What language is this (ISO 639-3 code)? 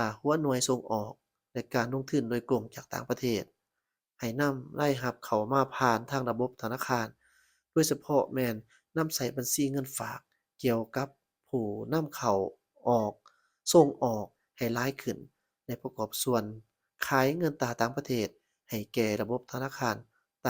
lao